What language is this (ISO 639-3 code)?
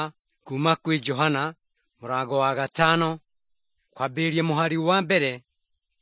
kik